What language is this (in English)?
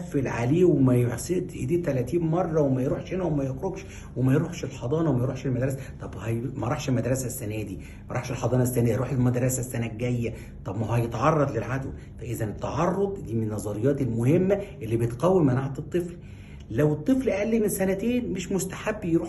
Egyptian Arabic